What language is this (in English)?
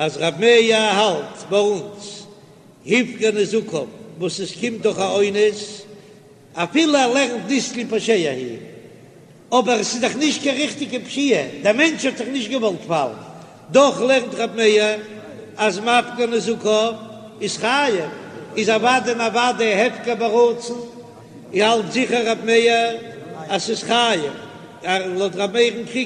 Yiddish